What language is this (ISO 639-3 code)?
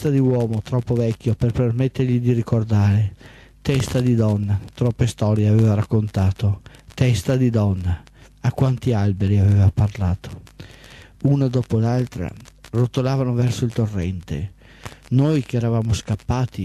ita